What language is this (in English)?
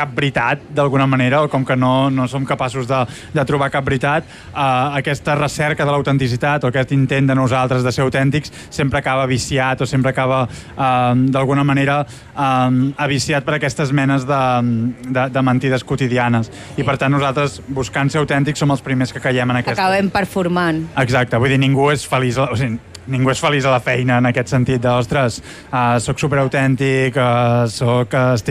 Catalan